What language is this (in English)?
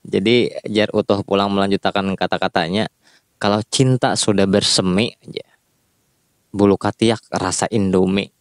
Banjar